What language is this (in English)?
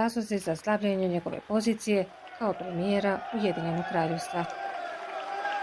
Bosnian